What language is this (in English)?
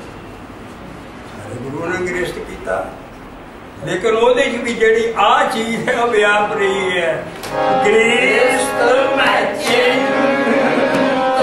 Punjabi